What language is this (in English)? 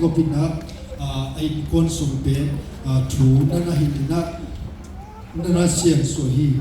Tedim Chin